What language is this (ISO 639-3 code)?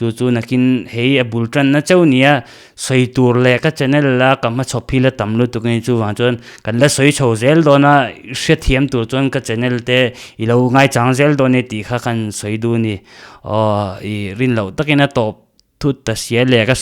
lus